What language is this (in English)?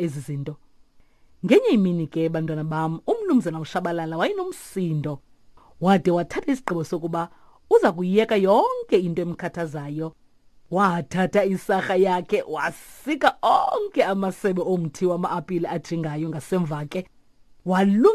Xhosa